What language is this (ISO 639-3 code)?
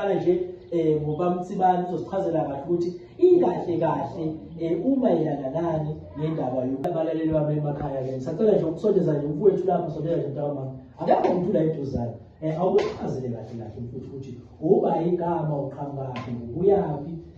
zul